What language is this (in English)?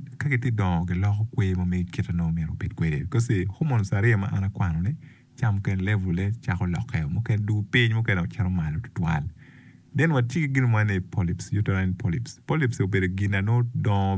Acoli